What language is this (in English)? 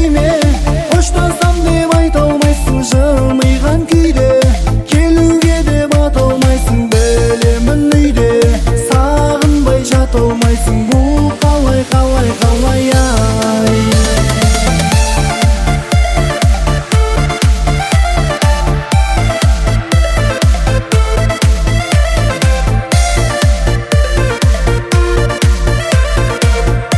Kazakh